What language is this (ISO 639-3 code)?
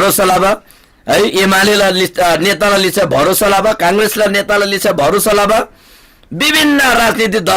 taj